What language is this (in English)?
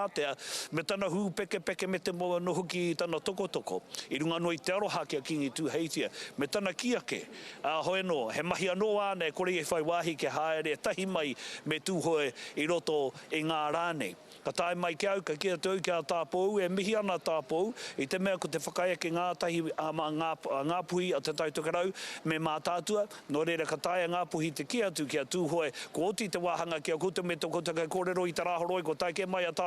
Māori